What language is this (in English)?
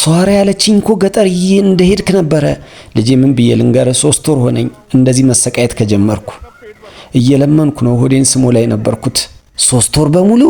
Amharic